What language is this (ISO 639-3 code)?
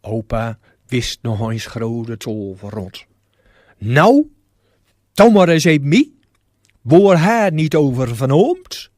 gos